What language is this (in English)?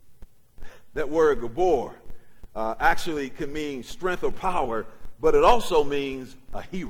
English